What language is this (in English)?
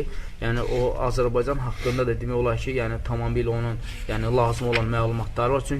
Azerbaijani